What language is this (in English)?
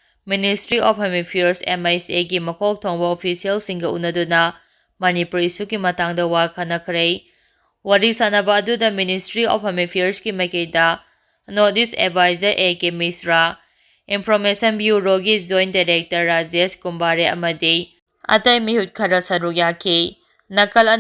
Manipuri